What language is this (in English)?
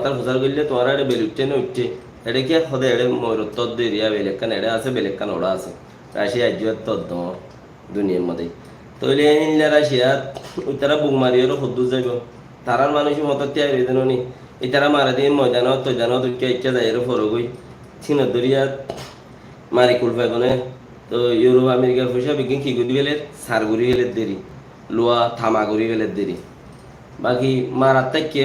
Rohingya